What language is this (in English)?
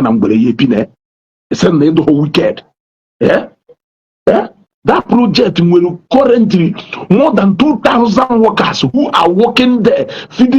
Igbo